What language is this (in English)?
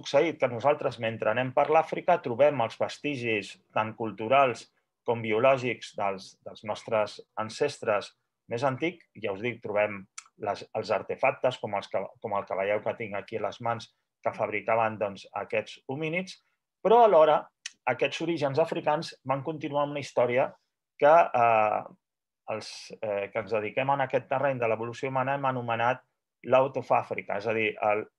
Catalan